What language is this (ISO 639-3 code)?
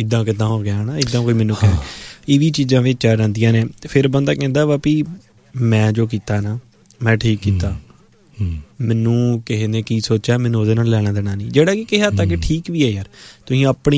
pan